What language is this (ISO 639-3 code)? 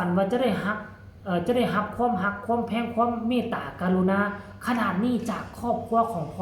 tts